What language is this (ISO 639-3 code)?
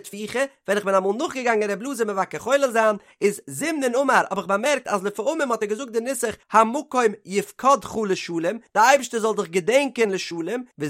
yid